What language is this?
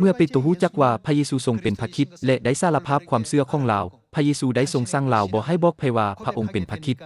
Lao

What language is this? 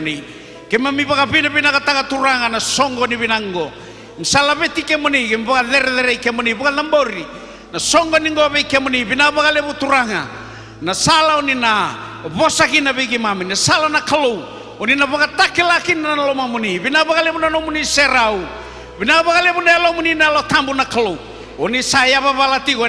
Fijian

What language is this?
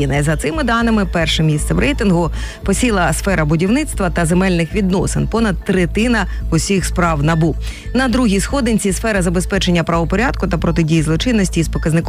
Ukrainian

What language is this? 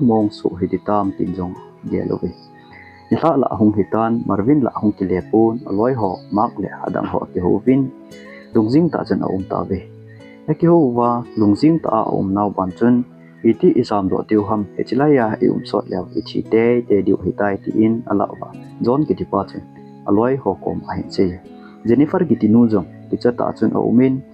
Thado Chin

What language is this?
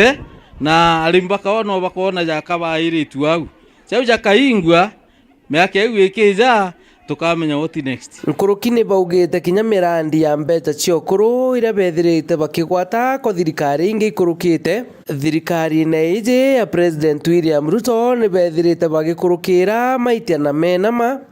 Meru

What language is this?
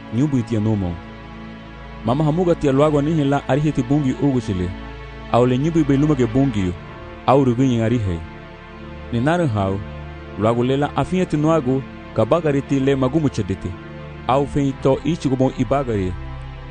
Garifuna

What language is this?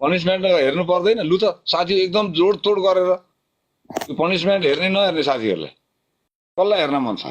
Nepali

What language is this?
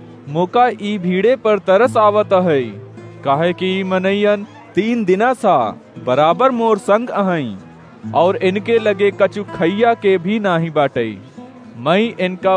Awadhi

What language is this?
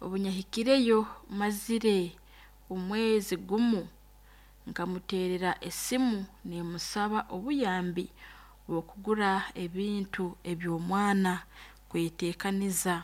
Nyoro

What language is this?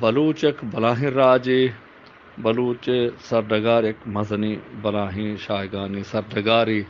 Eastern Balochi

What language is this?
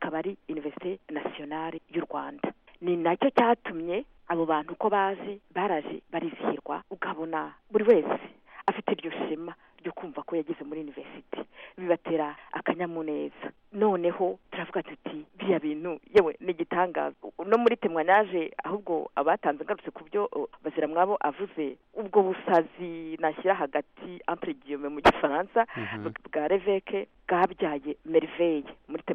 Kinyarwanda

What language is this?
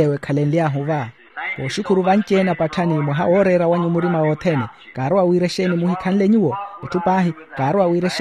Makhuwa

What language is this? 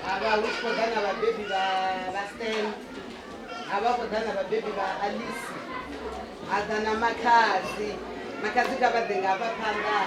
Venda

